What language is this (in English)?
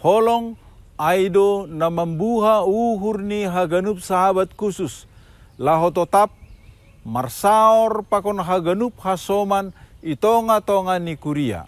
Batak Simalungun